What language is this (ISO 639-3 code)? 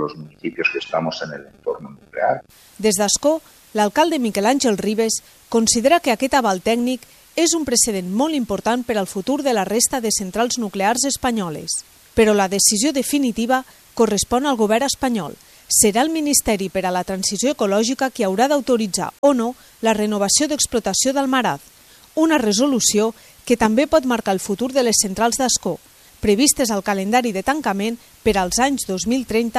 cat